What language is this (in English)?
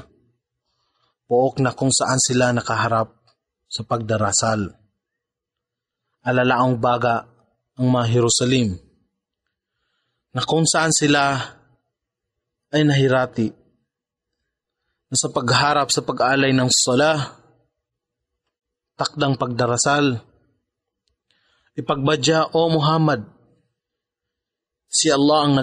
Filipino